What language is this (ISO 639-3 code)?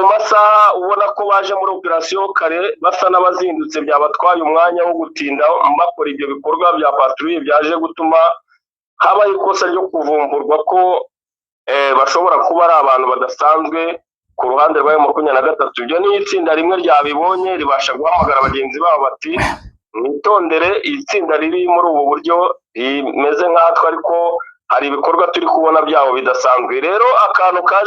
kin